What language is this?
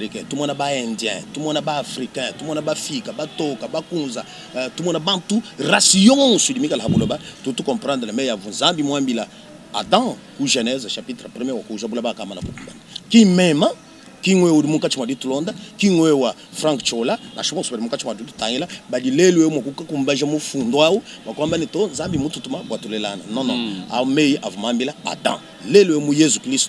Luba-Lulua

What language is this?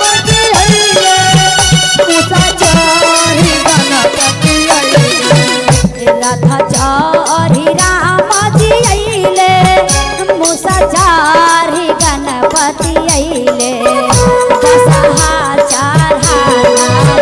Magahi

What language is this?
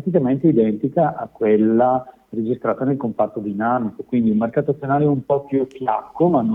Italian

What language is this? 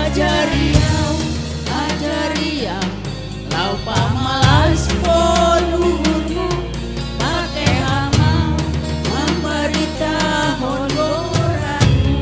Batak Simalungun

